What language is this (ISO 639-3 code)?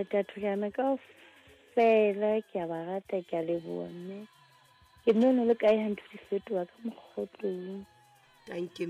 sot